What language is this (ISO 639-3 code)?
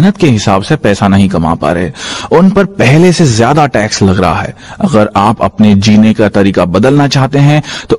hin